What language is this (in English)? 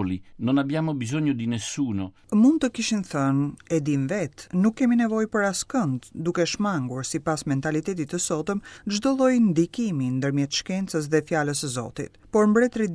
Albanian